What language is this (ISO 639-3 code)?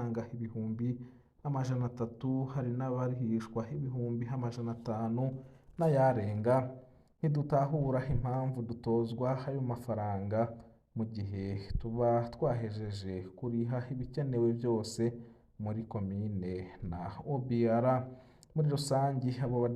run